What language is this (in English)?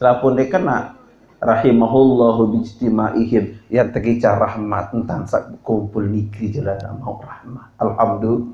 Sasak